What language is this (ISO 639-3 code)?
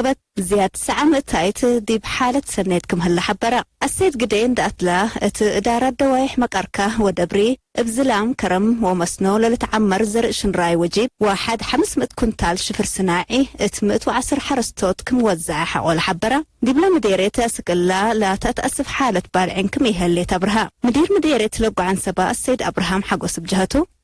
tig